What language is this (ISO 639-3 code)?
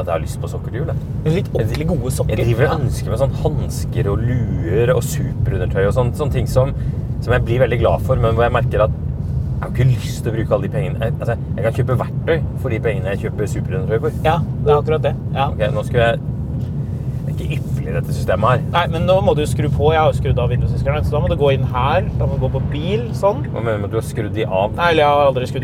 nor